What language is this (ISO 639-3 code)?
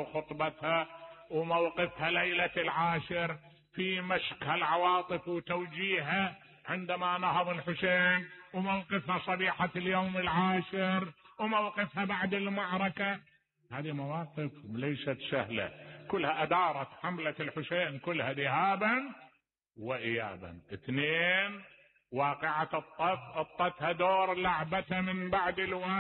acm